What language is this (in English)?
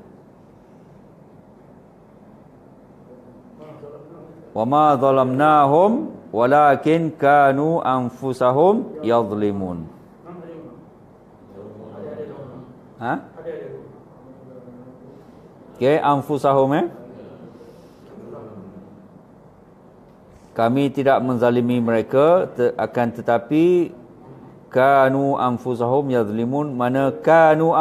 Malay